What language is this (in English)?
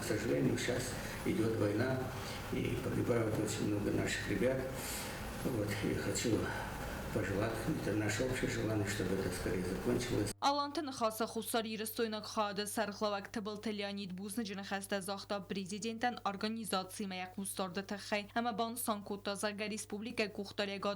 Ossetic